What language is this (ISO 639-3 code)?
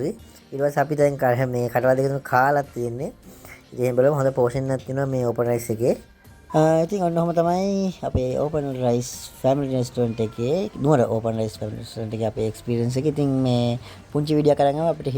sin